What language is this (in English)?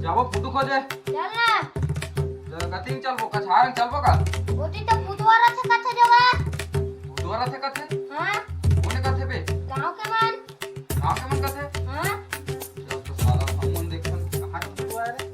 Chhattisgarhi